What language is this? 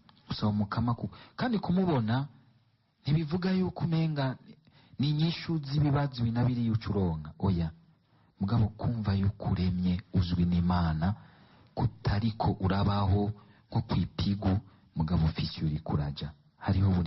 Rundi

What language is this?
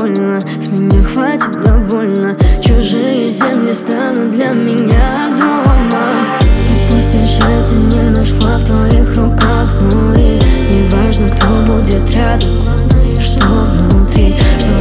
Russian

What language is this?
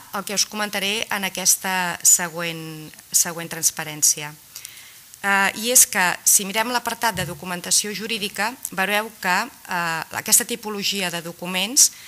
Catalan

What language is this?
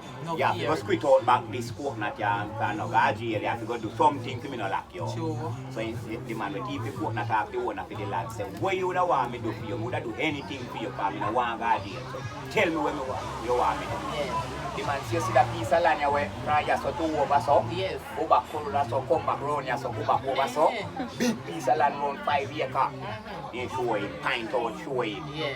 Jamaican Creole English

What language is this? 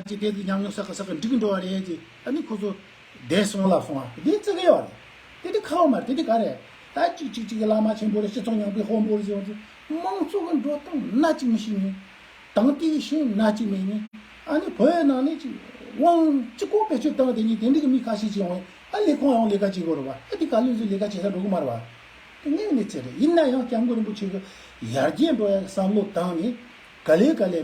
Tibetan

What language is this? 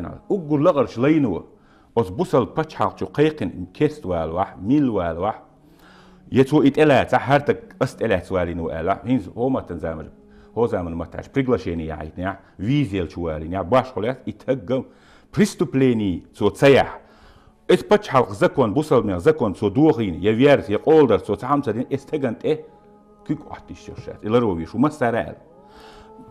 Chechen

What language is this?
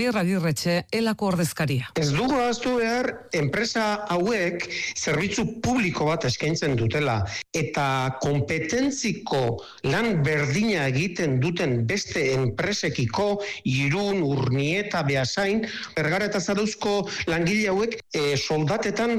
Basque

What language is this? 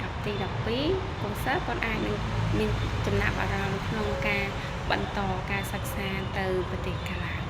Khmer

